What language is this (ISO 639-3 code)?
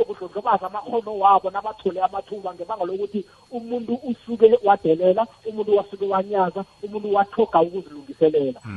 nbl